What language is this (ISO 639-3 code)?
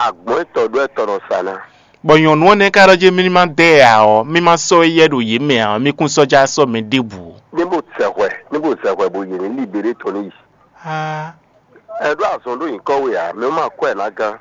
fon